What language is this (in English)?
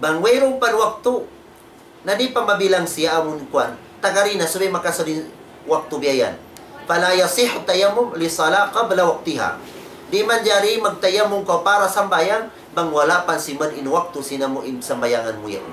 Tausug